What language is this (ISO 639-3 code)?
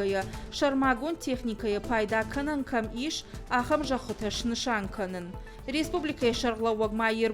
oss